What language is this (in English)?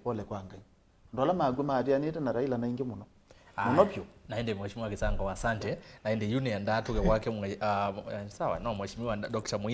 Kamba